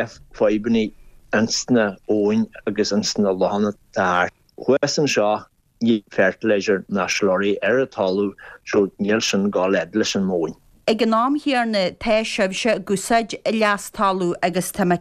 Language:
Irish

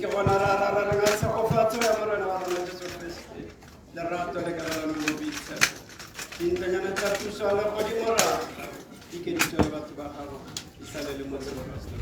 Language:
Tswana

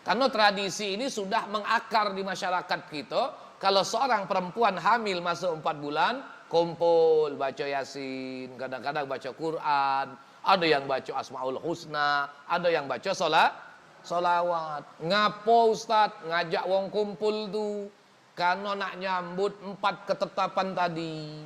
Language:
Musi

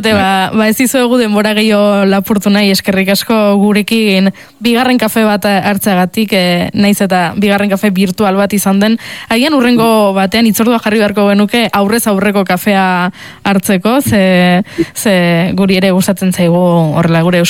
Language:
Basque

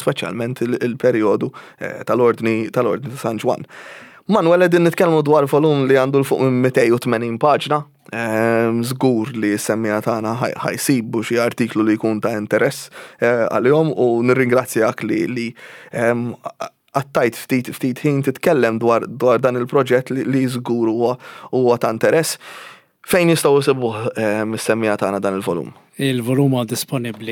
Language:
Maltese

